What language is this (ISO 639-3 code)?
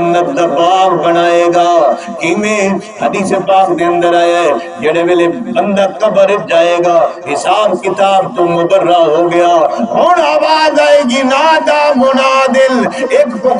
skr